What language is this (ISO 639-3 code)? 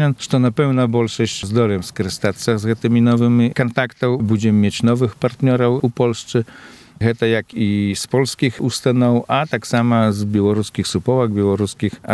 bel